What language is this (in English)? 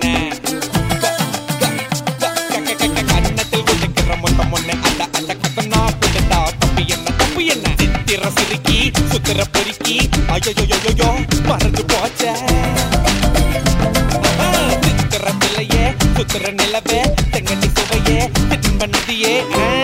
Tamil